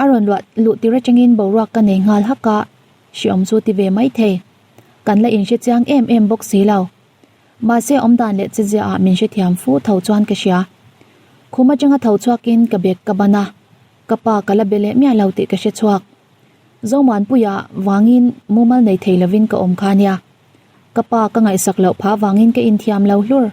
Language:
Mizo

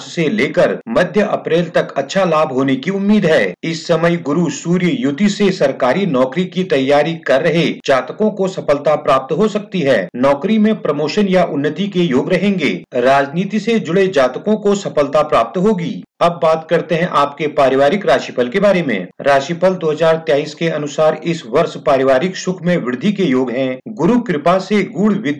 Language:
Hindi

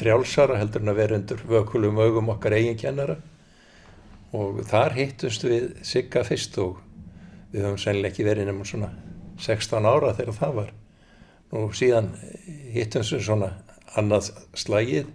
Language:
Icelandic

